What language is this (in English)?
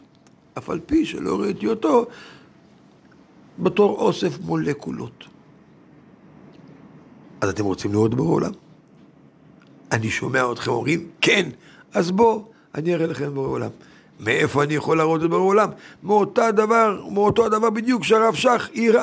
Hebrew